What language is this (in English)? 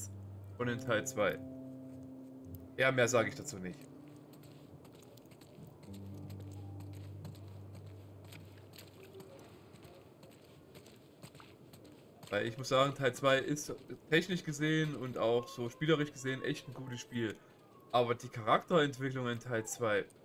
German